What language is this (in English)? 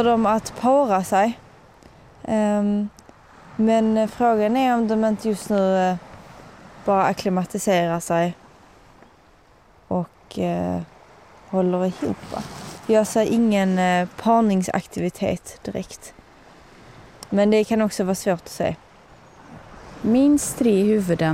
Swedish